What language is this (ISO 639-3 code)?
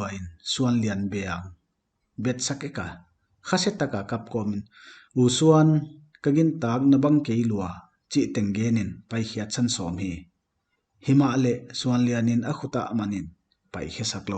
pck